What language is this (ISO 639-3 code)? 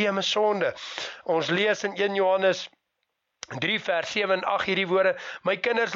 afr